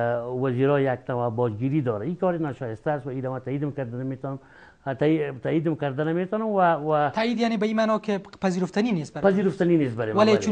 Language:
Persian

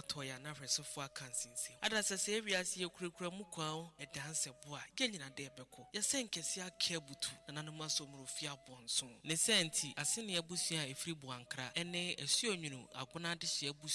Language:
Akan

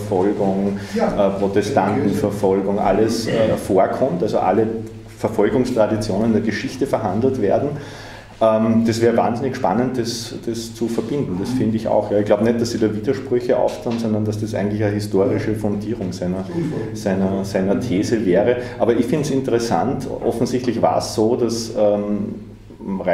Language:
German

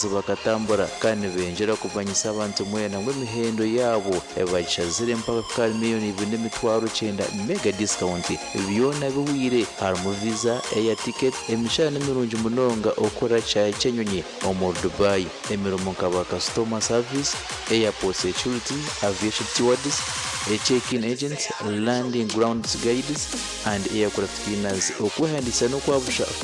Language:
Nyankole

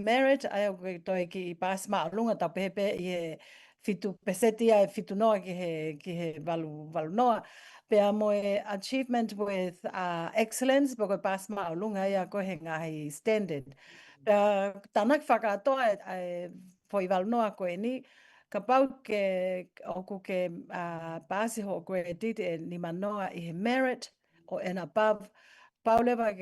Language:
Tongan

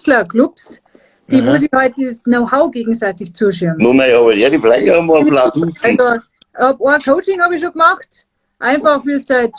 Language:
Bavarian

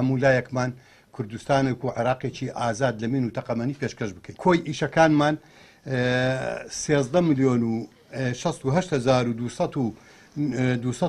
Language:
Central Kurdish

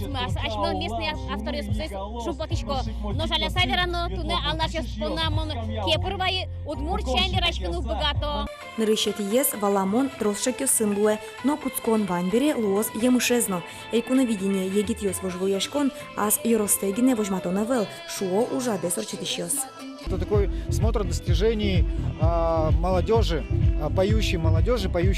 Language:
Udmurt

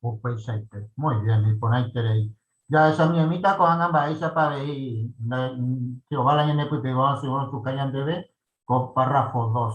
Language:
Guarani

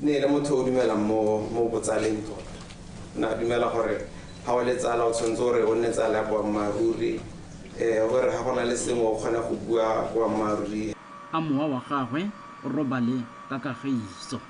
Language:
Tswana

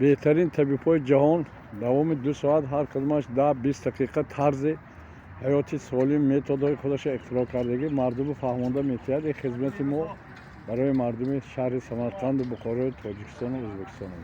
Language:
Tajik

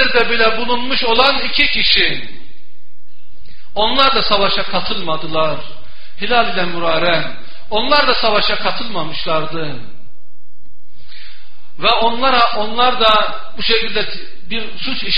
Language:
Turkish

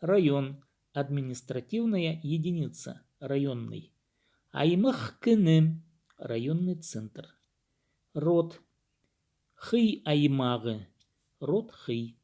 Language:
Khakas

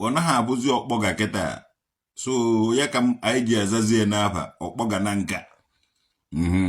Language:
Igbo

